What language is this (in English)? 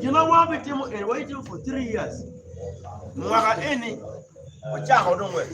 Acoli